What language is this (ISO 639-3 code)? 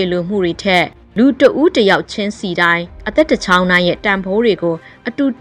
mya